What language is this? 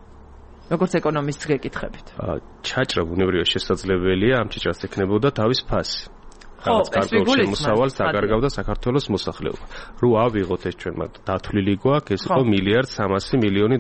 Georgian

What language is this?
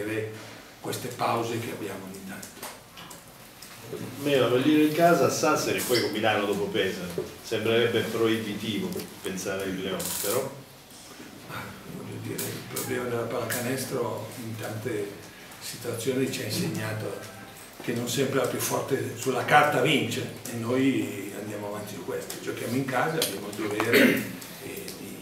Italian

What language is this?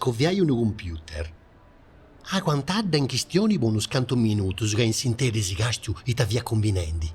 Sardinian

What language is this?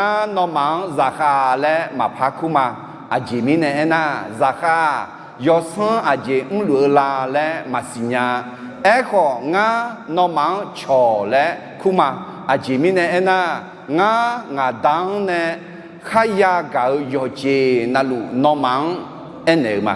Akha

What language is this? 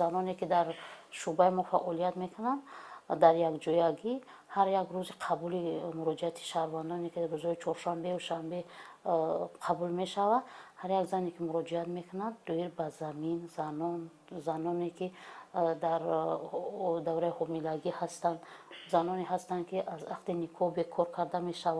Tajik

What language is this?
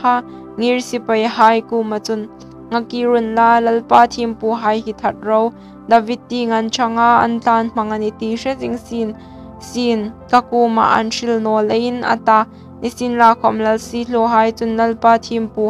Hmar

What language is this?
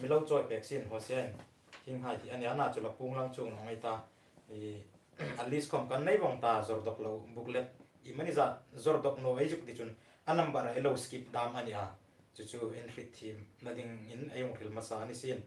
Hmar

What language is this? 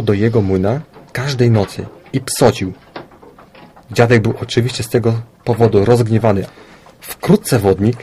Polish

